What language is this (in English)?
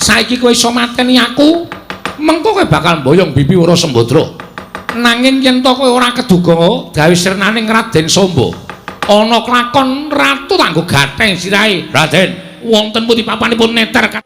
Javanese